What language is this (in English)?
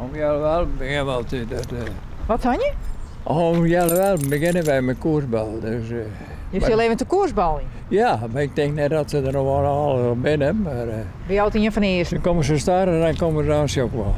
Western Frisian